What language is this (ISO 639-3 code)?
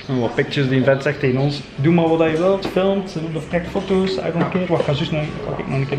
nld